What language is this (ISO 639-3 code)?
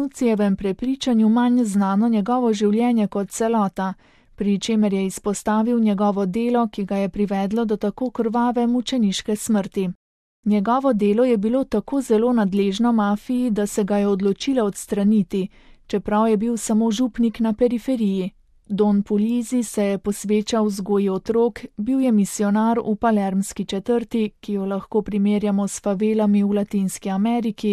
slv